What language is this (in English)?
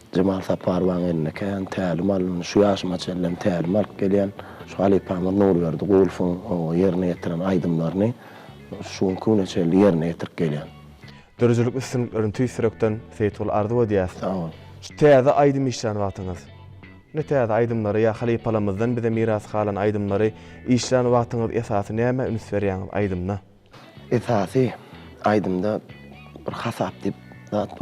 Turkmen